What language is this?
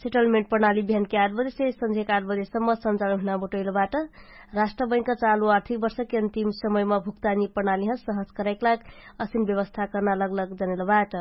Dangaura Tharu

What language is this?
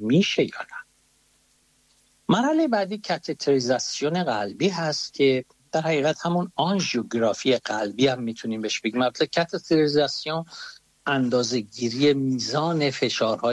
Persian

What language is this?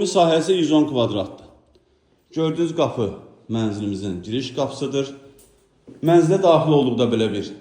Azerbaijani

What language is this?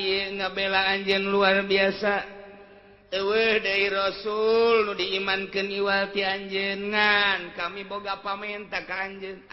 Sundanese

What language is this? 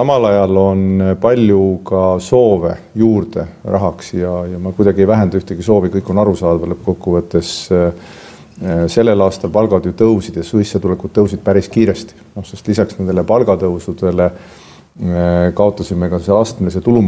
Estonian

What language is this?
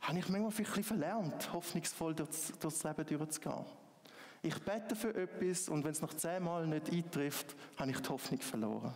Swiss German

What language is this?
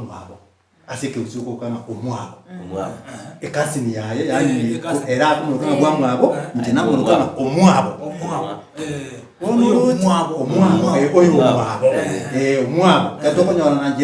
Gusii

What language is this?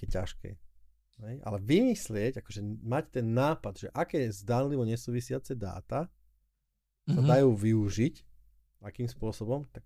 Slovak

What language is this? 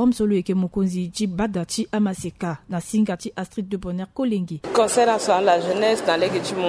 Sango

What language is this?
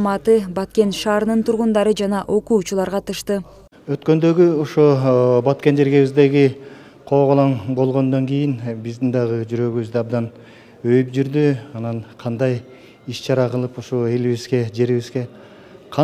Kyrgyz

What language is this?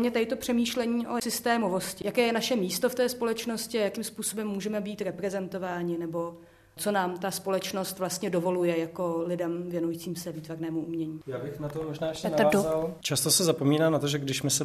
Czech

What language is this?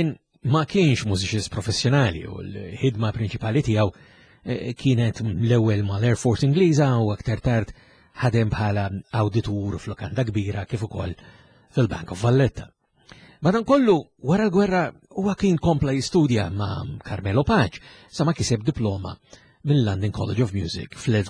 Maltese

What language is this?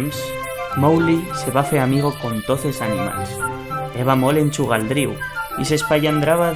Aragonese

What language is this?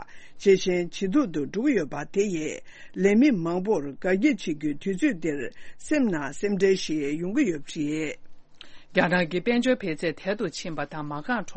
Tibetan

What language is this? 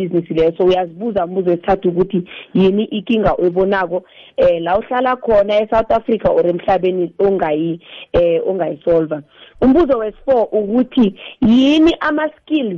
South Ndebele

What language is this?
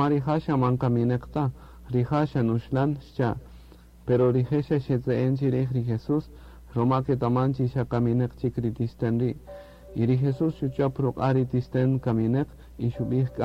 Kaqchikel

